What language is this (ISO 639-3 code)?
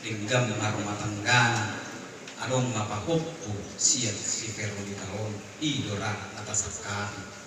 bbc